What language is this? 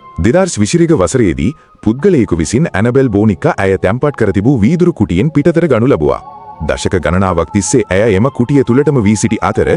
Sinhala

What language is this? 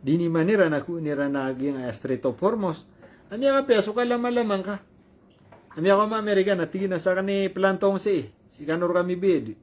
Maranao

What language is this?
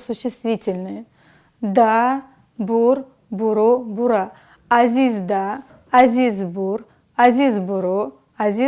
Lezghian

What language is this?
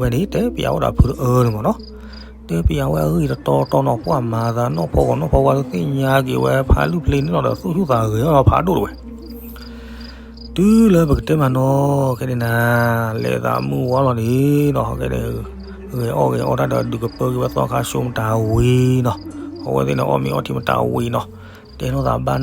S'gaw Karen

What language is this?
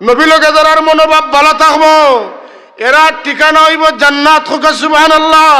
Sylheti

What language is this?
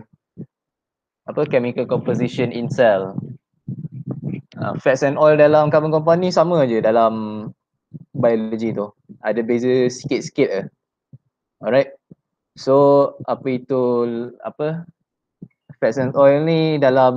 Malay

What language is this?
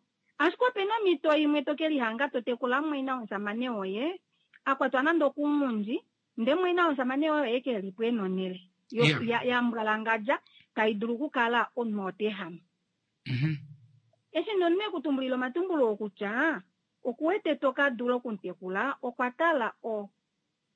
Kuanyama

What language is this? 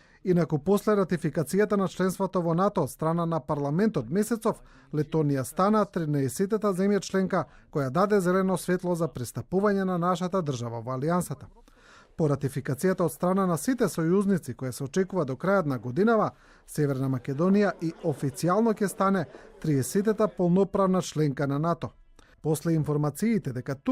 Macedonian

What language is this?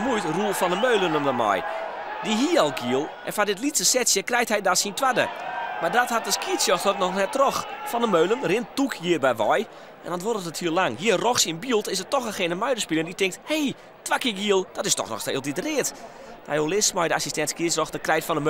Western Frisian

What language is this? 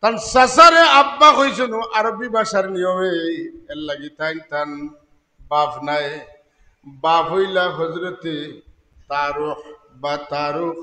Sylheti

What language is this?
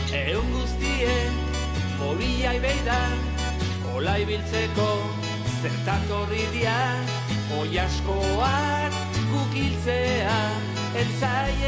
Basque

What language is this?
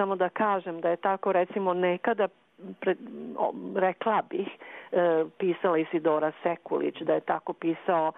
Serbian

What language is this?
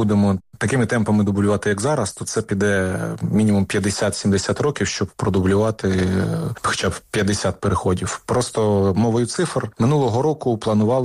Ukrainian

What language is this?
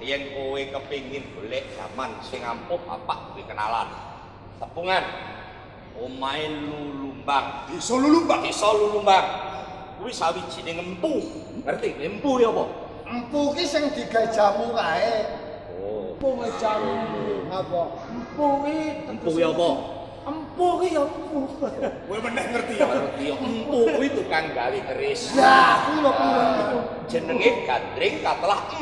Javanese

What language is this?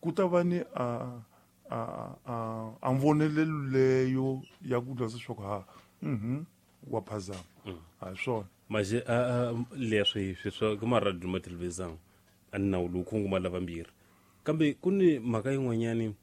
Tsonga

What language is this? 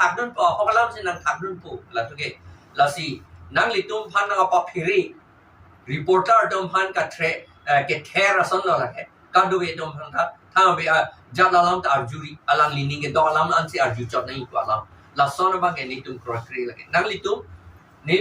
Karbi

